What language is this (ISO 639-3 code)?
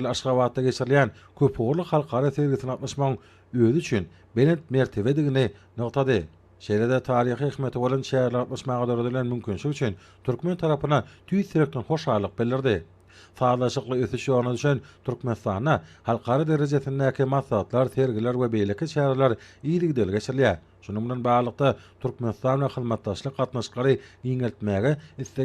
tuk